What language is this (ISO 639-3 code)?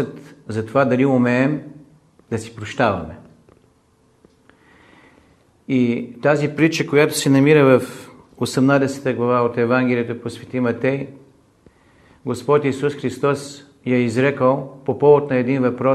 bul